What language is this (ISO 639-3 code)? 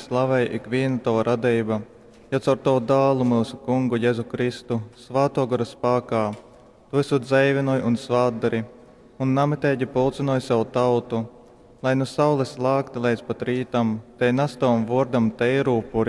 ltg